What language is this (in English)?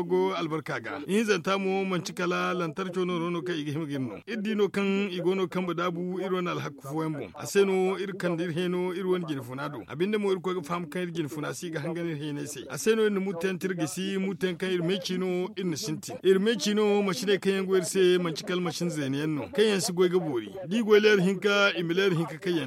Zarma